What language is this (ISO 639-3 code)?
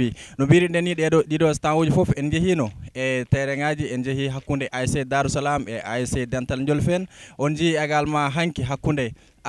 ful